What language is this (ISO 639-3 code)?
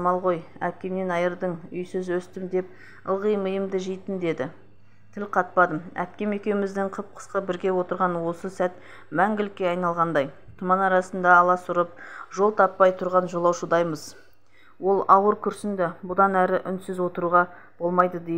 kaz